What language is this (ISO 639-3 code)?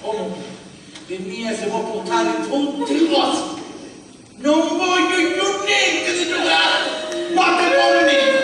scn